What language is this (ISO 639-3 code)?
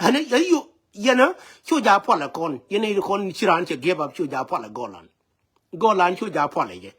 nus